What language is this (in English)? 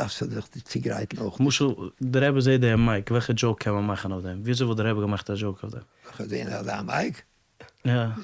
Yiddish